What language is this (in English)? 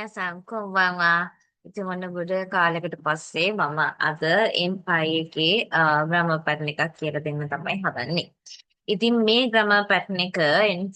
Sinhala